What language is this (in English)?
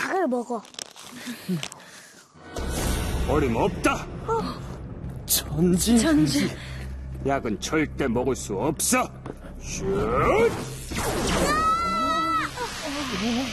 Korean